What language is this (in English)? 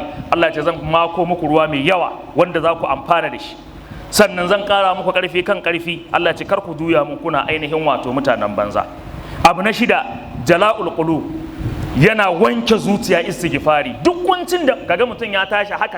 Hausa